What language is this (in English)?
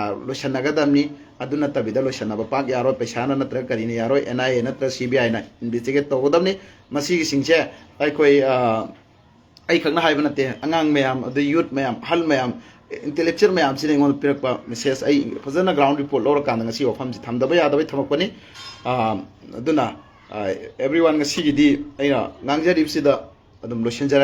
Manipuri